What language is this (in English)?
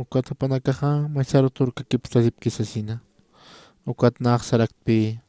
Aymara